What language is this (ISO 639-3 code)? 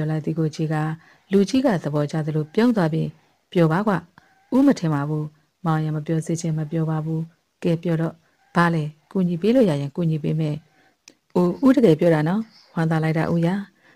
mya